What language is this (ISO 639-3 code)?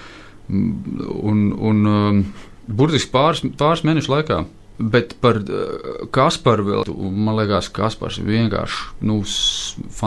lav